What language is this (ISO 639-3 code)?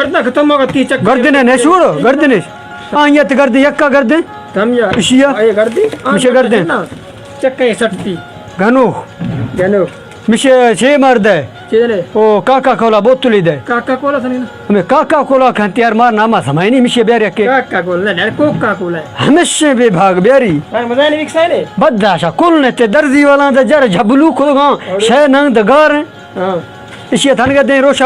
bal